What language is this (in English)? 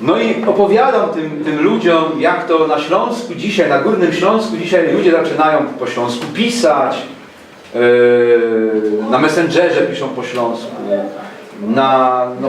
Silesian